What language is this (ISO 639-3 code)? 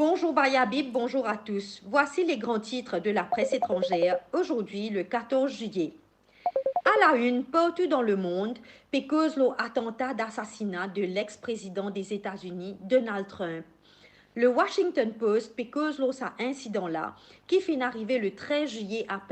mfe